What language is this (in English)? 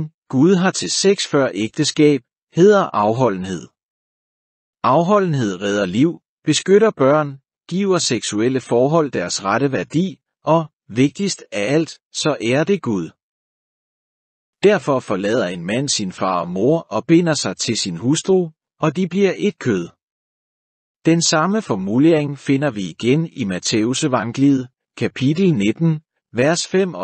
Danish